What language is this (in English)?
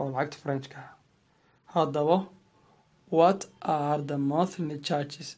Somali